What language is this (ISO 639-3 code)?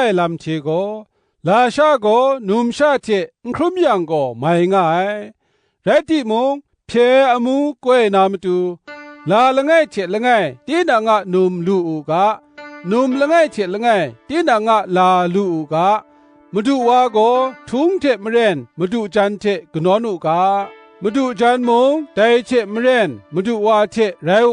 kac